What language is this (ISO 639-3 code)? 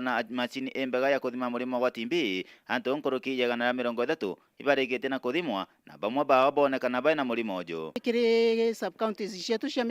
mer